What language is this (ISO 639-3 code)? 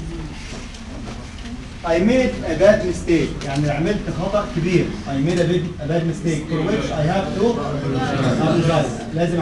arz